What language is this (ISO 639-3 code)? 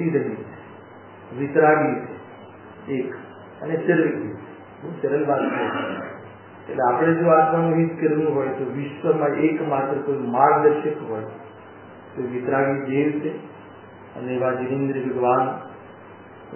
guj